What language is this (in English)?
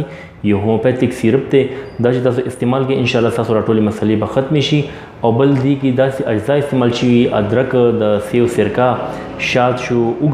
Pashto